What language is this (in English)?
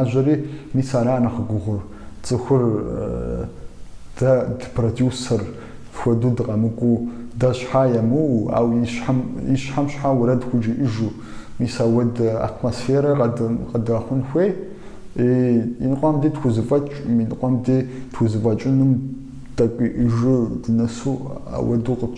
Kabardian